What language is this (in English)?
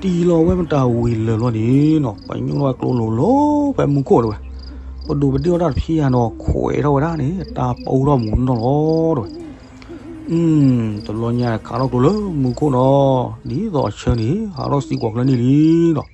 S'gaw Karen